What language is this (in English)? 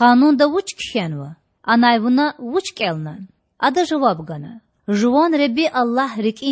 Lezghian